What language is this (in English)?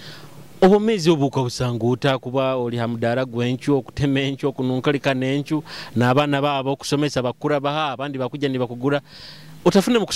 Nyoro